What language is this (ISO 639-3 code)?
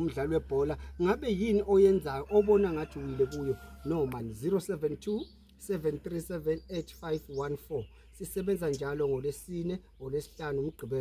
zul